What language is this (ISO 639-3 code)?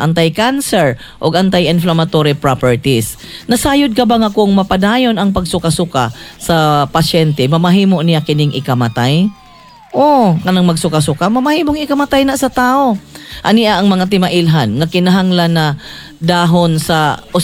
ceb